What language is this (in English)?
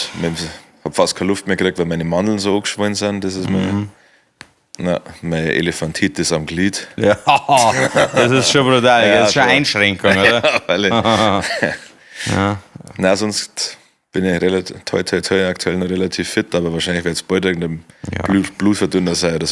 Bavarian